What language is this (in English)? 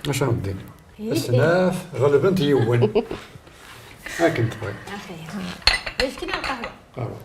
Kabyle